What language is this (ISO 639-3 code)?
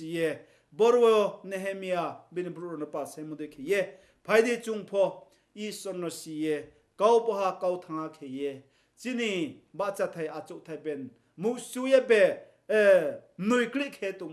ria